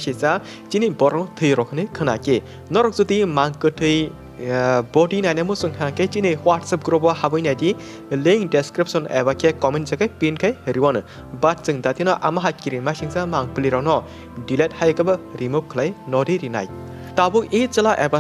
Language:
Kok Borok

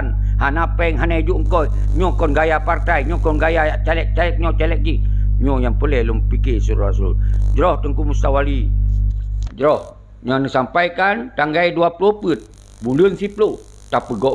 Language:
Achinese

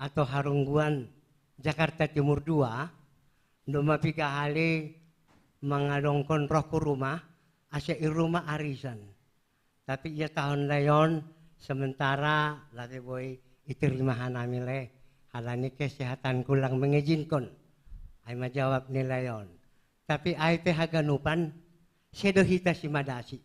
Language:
Batak Simalungun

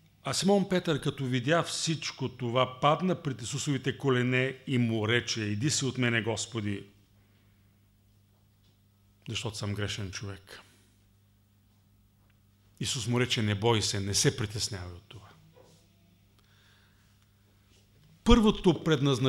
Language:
Bulgarian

